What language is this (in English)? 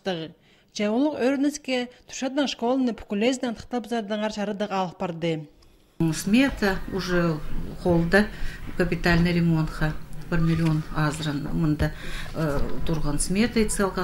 Khakas